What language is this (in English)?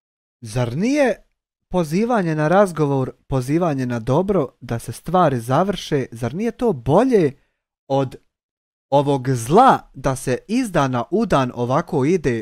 Bosnian